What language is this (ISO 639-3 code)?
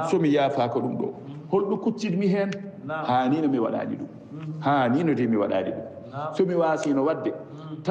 ful